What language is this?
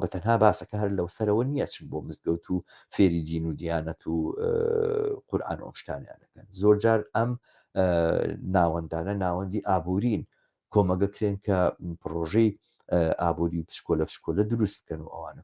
Central Kurdish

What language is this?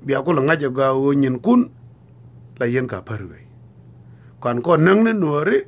Nuer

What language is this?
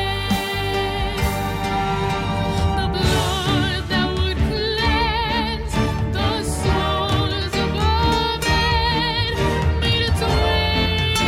Estonian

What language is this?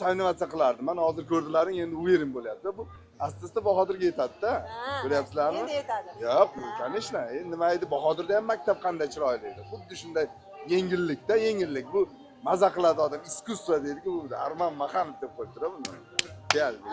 Uzbek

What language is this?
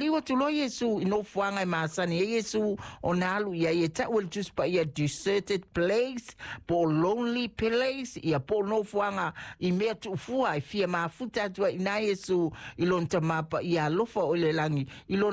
Samoan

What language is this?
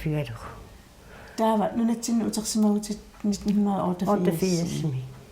Kalaallisut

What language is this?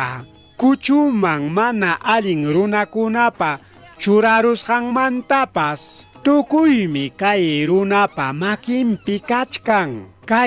Ayacucho Quechua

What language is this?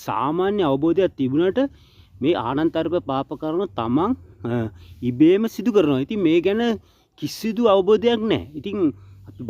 Sinhala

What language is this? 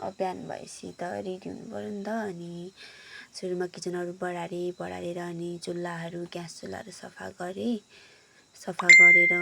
Nepali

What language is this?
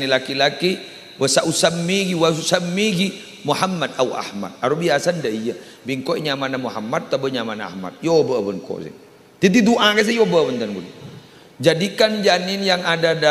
Madurese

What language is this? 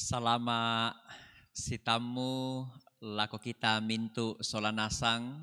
Toraja-Sa'dan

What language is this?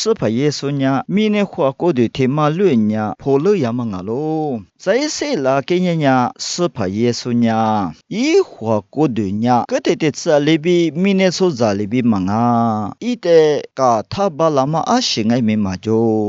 Lisu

